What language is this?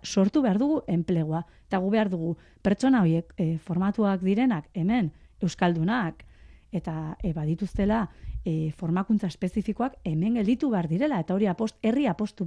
Basque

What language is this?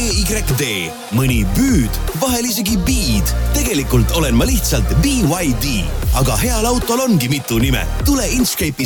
Estonian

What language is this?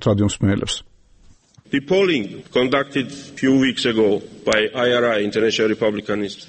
Georgian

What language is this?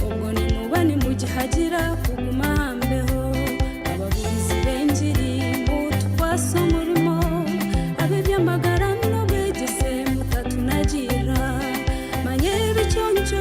Nyankole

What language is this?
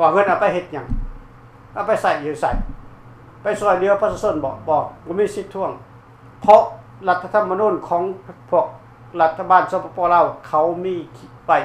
Lao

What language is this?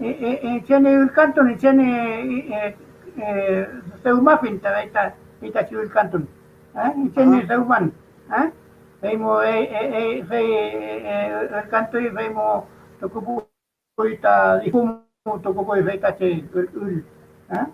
Mapuche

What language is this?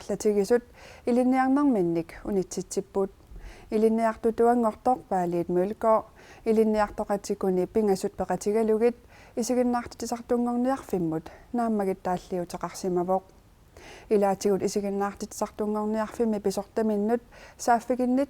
Kalaallisut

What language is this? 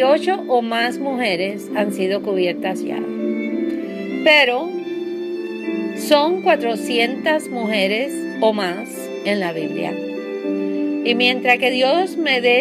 Spanish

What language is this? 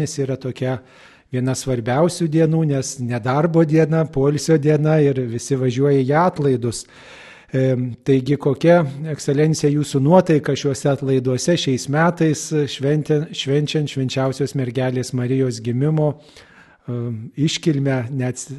Lithuanian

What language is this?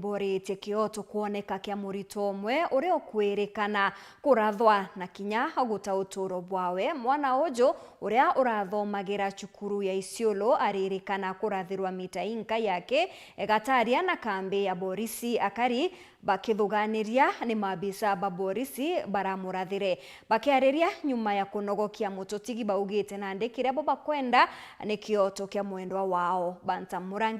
Meru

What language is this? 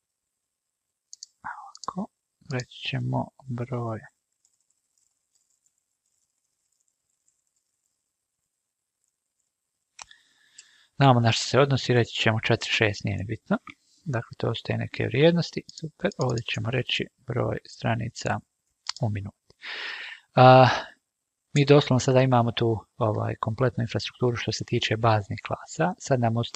Croatian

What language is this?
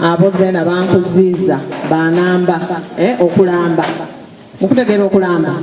Soga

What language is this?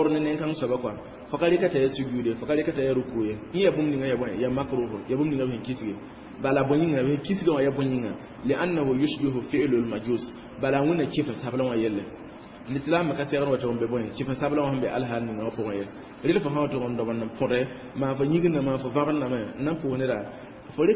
Mossi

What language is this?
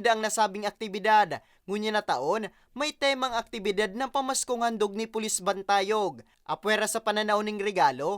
Bikol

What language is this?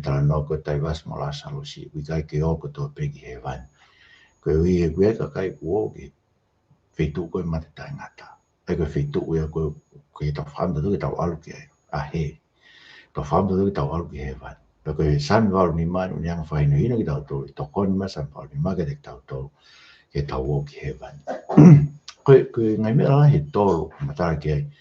Tongan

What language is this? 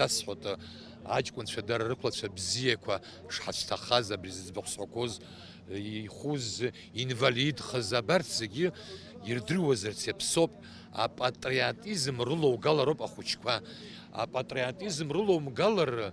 Abkhazian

